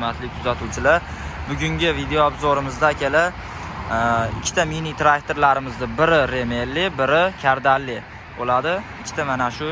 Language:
Uzbek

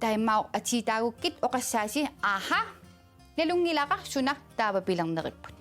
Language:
Kalaallisut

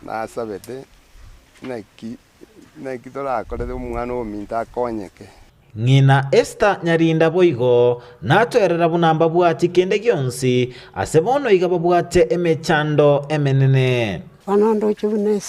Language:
Gusii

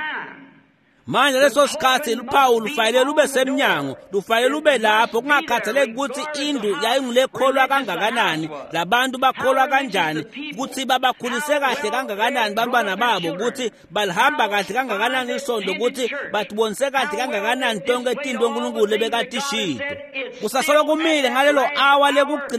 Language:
Swati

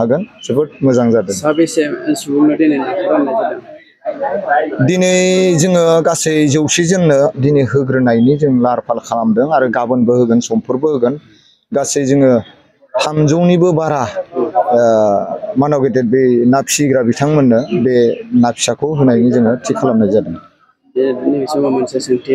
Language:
Bodo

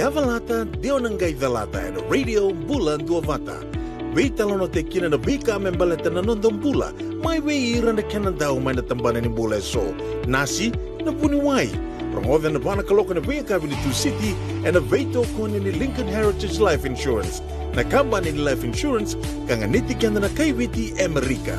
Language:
Fijian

